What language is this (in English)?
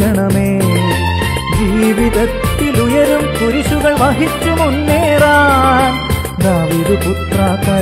Malayalam